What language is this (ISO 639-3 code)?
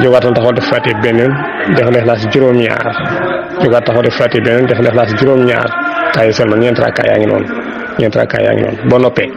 wol